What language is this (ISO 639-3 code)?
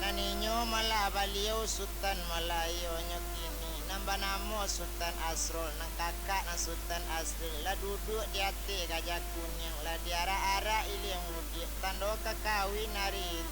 min